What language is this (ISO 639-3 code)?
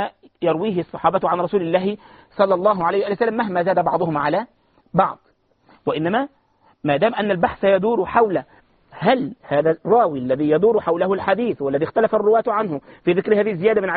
ara